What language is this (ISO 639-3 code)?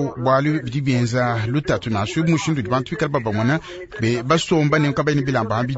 lua